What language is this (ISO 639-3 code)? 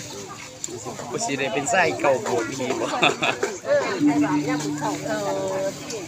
tts